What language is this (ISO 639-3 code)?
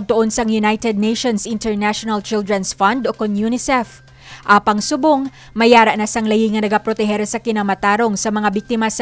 hil